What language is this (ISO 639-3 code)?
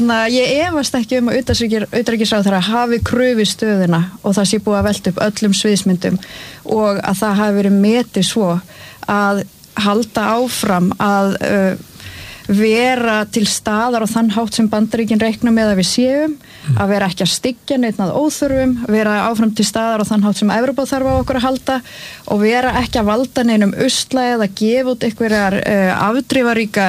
isl